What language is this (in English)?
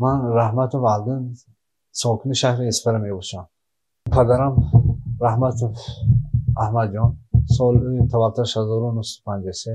Tajik